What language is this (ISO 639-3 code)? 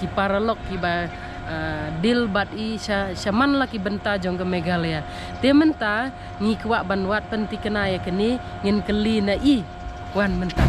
kha